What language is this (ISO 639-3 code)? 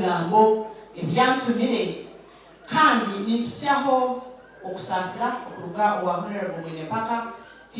nyn